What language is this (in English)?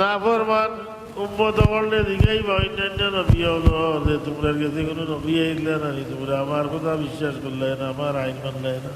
Sylheti